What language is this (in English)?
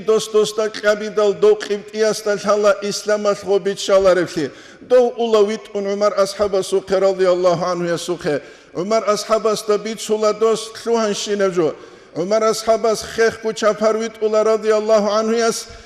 Avaric